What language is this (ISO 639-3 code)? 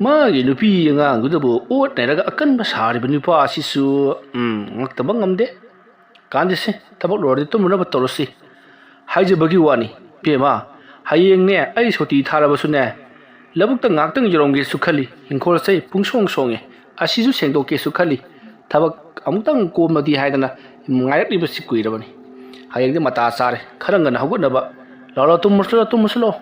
mni